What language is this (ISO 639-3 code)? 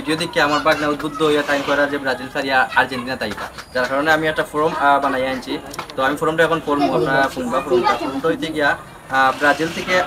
syl